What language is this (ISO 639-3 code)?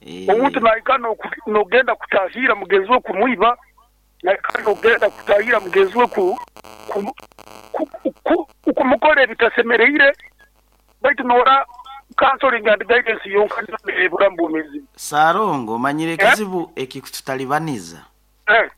nyo